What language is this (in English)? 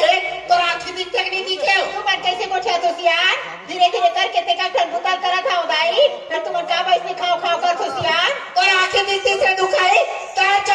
Chhattisgarhi